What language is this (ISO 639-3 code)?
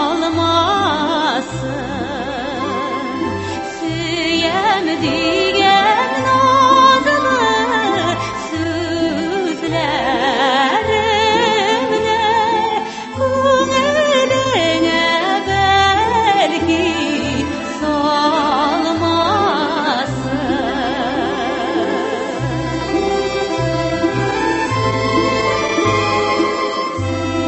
tat